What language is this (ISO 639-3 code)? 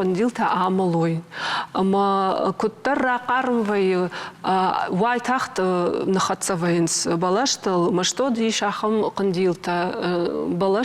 oss